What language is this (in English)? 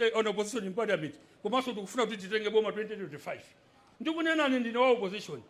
Nyanja